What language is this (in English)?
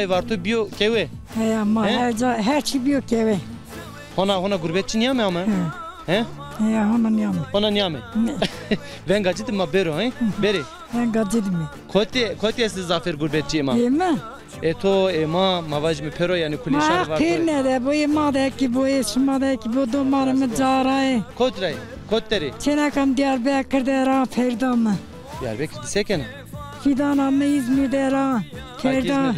Zaza